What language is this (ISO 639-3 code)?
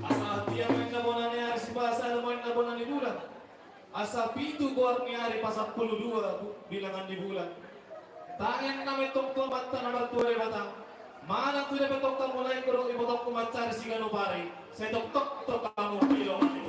bbc